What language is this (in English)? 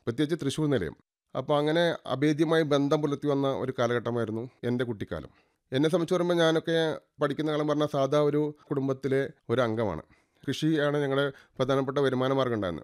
Malayalam